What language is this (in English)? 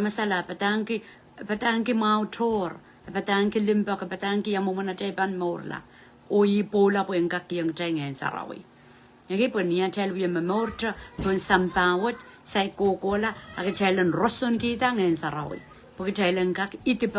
Pohnpeian